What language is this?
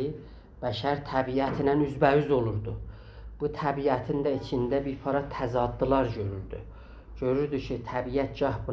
South Azerbaijani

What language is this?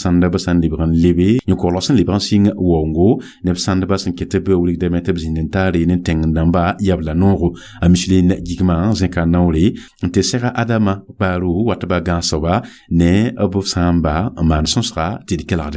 Mossi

